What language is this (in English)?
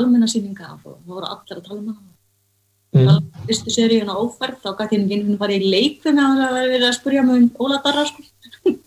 Icelandic